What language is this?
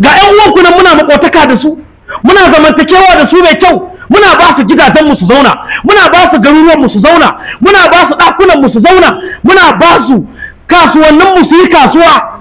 Hausa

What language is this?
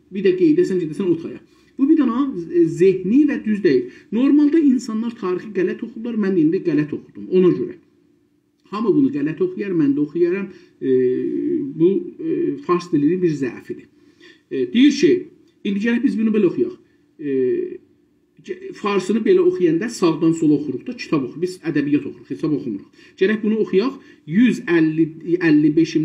South Azerbaijani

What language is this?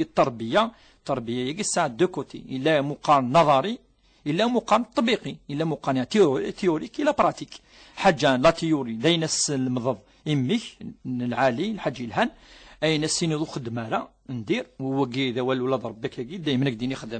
Kabyle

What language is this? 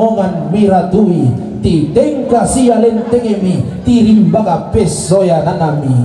Toraja-Sa'dan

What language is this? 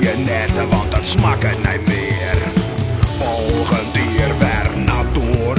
Western Frisian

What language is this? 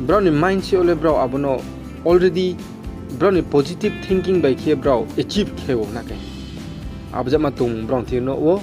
Riang (India)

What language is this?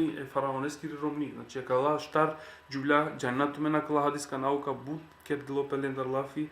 Balkan Romani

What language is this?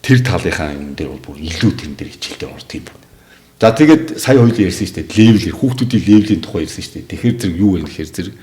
Mongolian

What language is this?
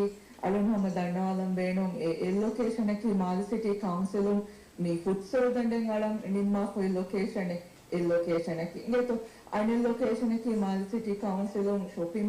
Divehi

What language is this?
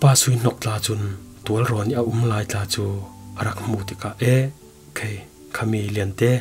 Falam Chin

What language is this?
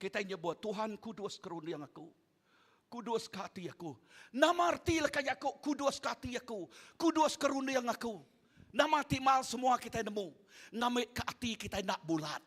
Iban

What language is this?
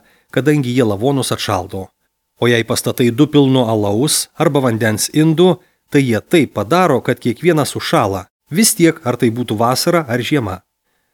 Lithuanian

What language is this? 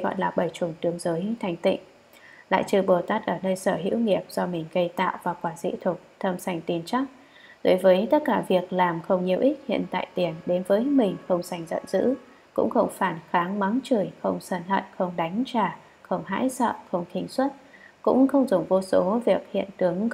Vietnamese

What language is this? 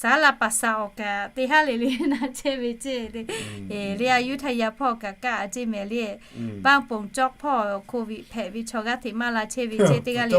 Lahu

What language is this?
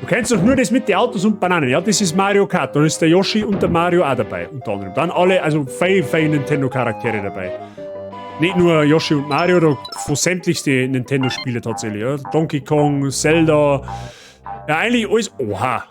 Bavarian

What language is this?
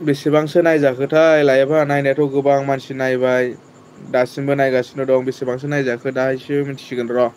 Bodo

